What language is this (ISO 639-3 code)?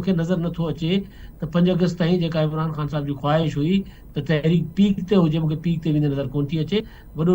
snd